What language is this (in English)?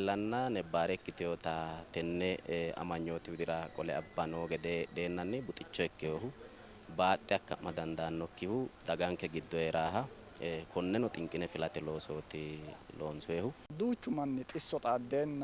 Sidamo